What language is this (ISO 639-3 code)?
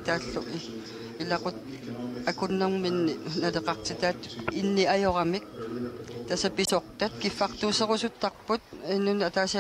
kal